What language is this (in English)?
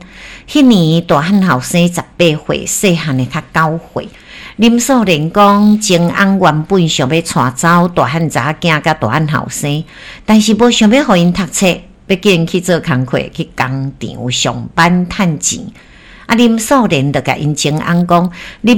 Min Nan Chinese